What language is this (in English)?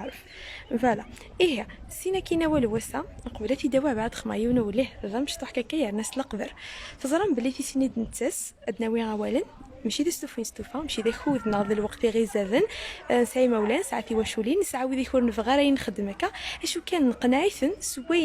Kabyle